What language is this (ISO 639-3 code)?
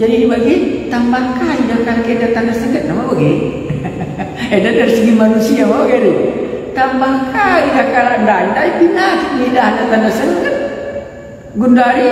btx